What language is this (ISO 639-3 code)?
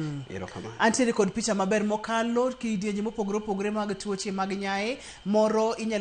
luo